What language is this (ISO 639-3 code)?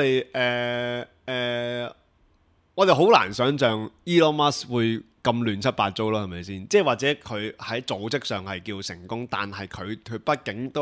yue